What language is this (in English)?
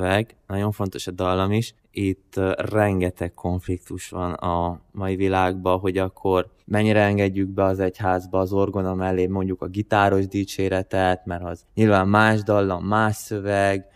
Hungarian